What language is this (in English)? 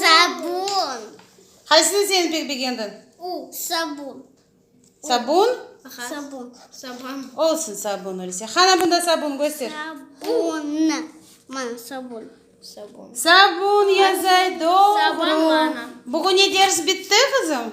Crimean Tatar